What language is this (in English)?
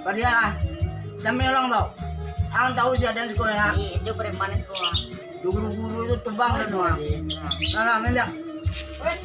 Minangkabau